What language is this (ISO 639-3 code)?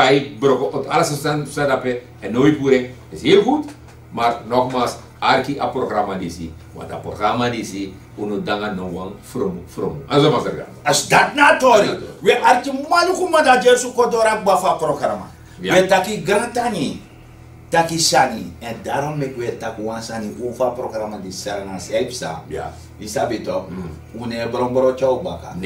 srn